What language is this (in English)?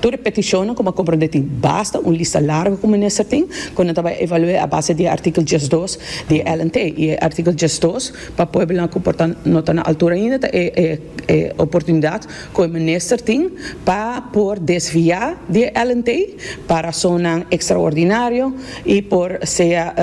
Papiamento